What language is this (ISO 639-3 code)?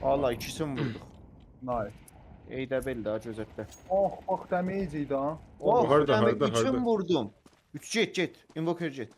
azb